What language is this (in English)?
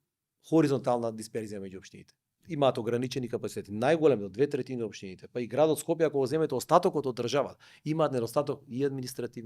Macedonian